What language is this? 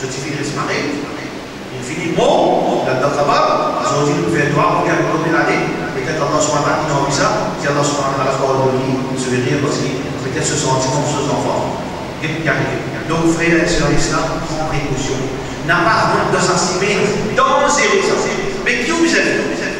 Morisyen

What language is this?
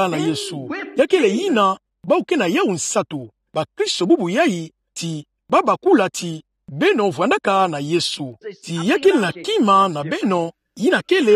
Kituba (Democratic Republic of Congo)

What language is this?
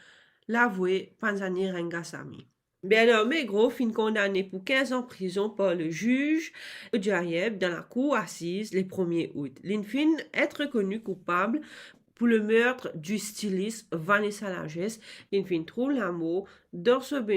Morisyen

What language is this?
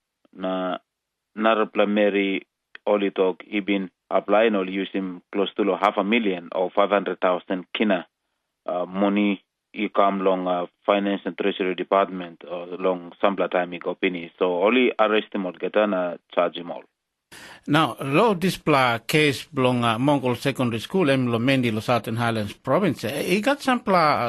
Tok Pisin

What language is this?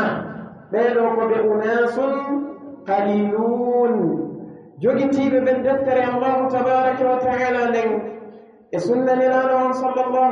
Pular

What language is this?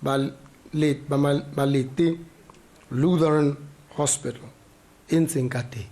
Tswana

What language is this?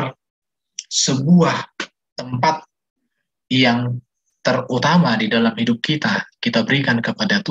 Indonesian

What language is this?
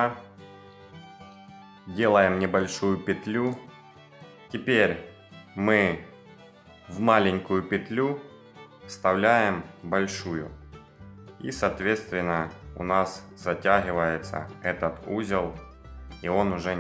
Russian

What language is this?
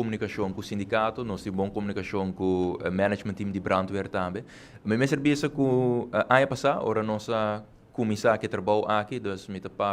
Papiamento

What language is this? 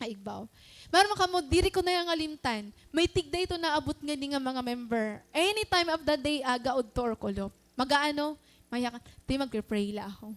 Waray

